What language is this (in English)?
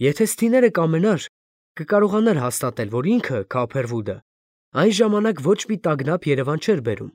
Armenian